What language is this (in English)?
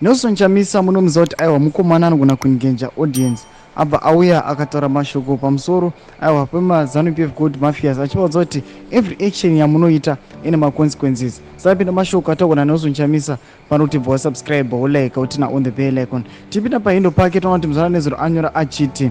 Shona